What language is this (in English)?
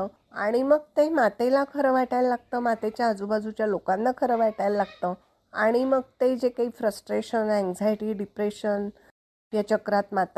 Marathi